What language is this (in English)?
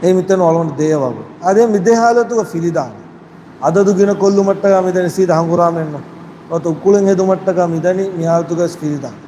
Divehi